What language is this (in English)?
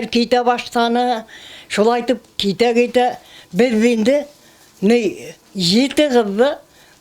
Bashkir